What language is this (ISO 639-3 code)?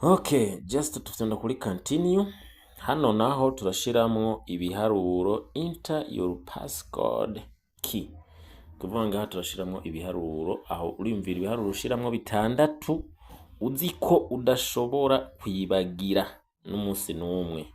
run